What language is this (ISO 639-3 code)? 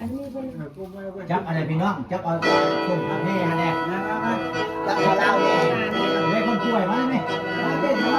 tts